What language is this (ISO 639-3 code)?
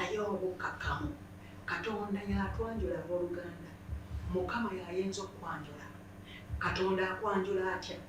lug